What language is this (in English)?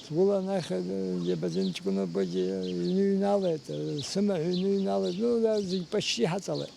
Abkhazian